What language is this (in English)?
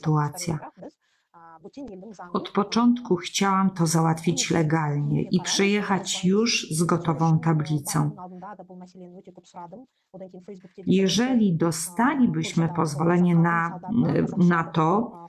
Polish